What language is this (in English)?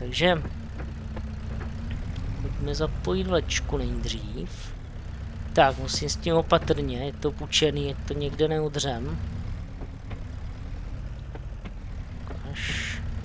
Czech